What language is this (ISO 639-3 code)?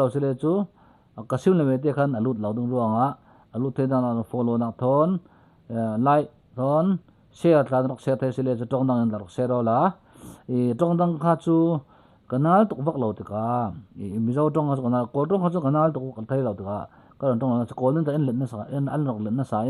cfm